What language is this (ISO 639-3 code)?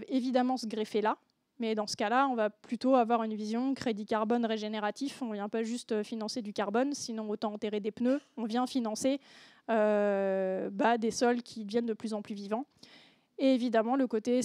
fra